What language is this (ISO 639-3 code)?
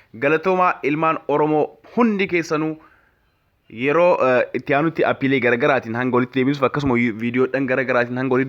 orm